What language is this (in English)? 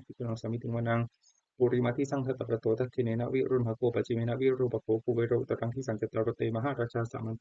Pali